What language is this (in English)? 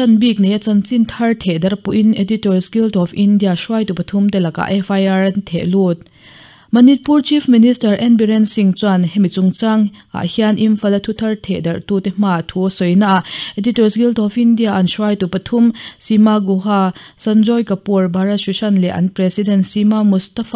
Mizo